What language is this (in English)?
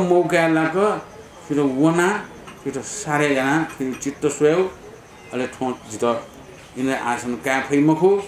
Newari